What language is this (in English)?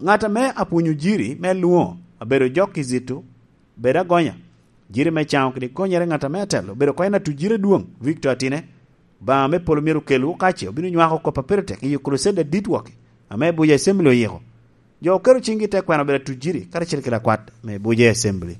Lango (Uganda)